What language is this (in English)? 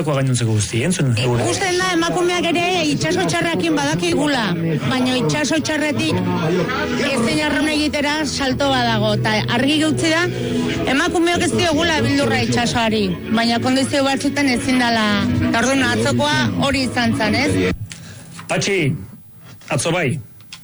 Basque